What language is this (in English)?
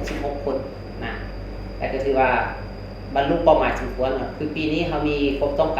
Lao